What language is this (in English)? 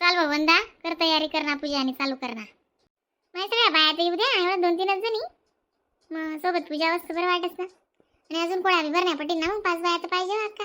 Khandesi